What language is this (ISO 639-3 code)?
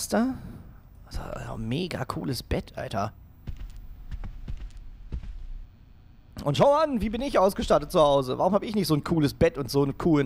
deu